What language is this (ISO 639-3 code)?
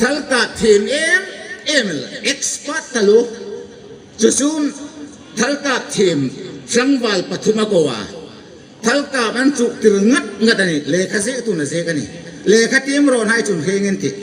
hmr